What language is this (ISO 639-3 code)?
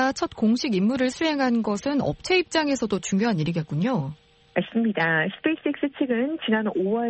kor